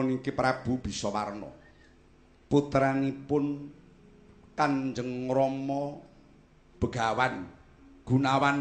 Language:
Javanese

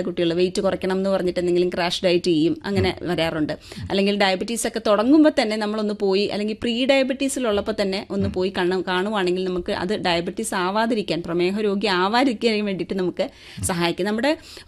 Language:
Malayalam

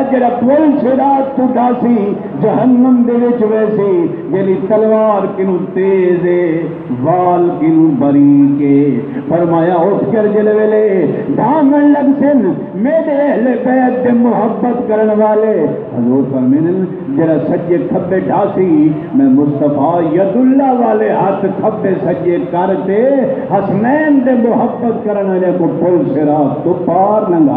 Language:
Saraiki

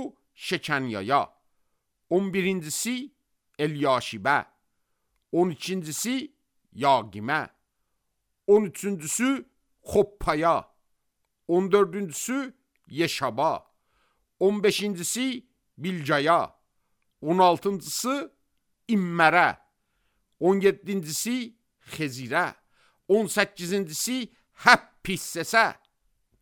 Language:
Azerbaijani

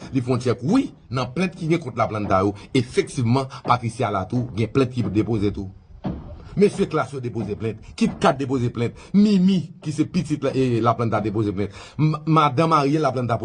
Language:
Haitian Creole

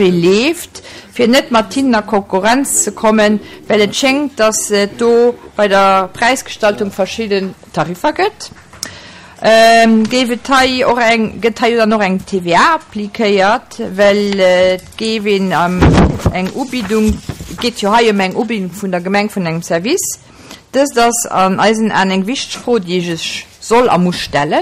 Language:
Luxembourgish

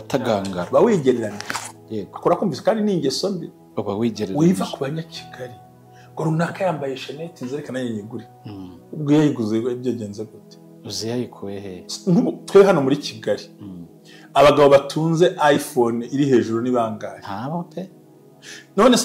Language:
Kinyarwanda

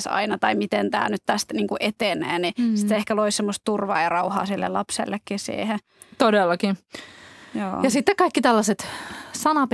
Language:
Finnish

